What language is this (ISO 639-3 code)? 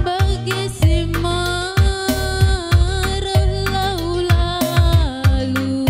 btx